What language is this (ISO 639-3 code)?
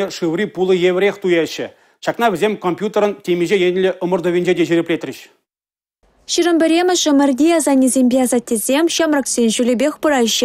chv